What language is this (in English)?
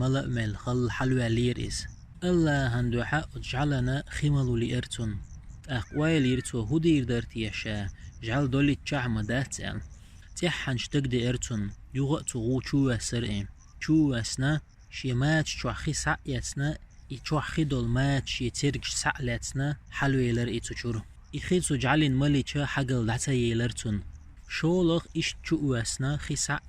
Chechen